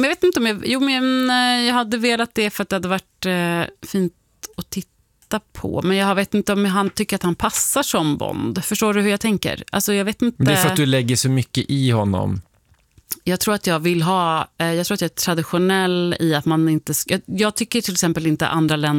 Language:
Swedish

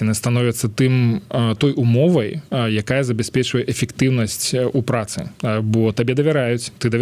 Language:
Belarusian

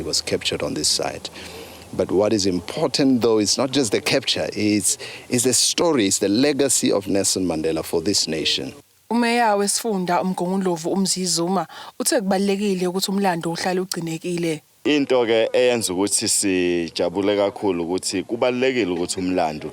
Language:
Zulu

